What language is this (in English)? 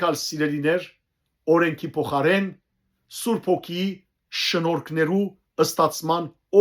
Western Armenian